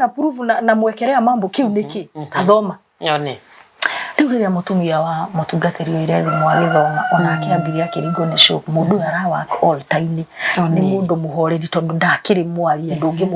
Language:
Kikuyu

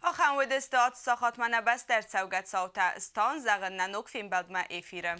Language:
Ossetic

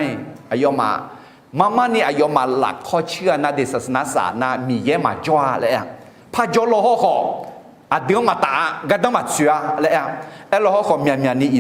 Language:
Akha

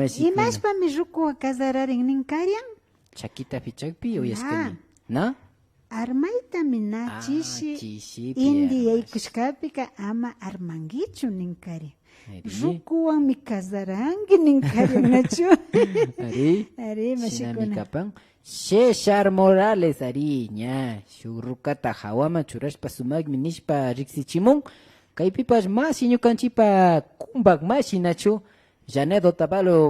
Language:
Imbabura Highland Quichua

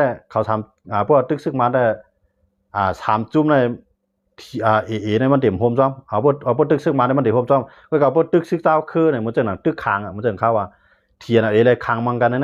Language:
Shan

